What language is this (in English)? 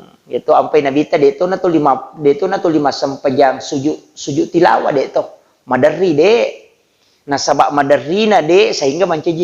Buginese